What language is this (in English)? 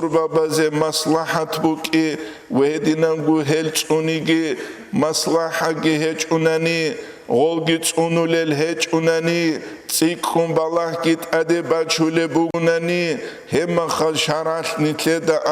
Avaric